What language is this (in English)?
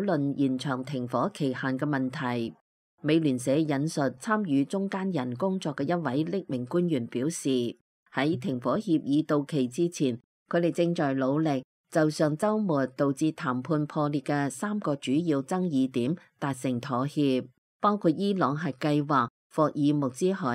Cantonese